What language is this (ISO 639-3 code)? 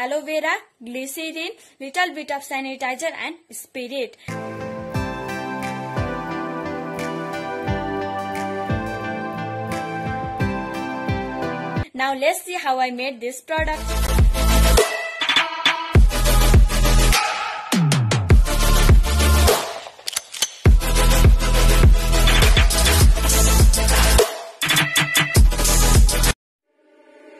eng